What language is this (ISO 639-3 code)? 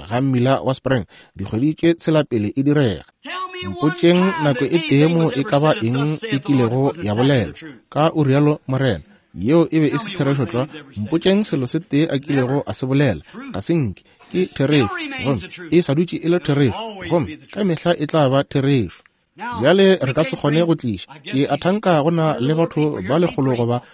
nso